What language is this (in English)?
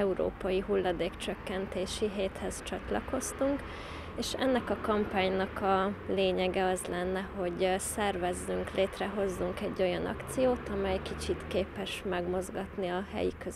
Hungarian